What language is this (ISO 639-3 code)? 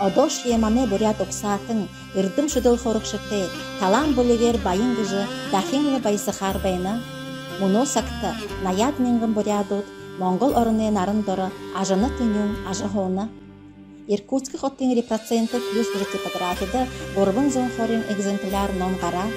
bua